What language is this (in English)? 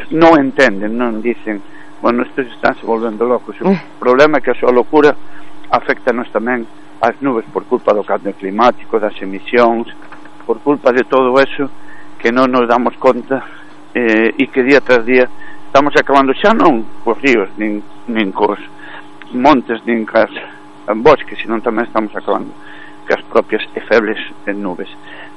Galician